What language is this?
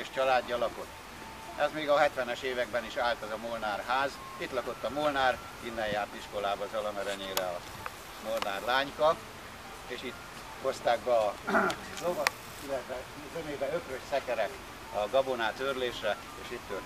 Hungarian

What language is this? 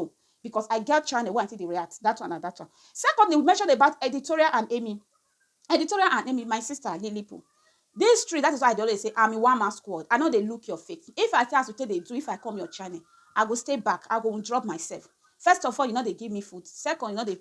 Nigerian Pidgin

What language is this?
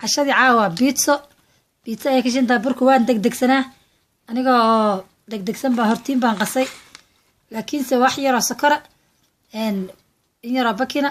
Somali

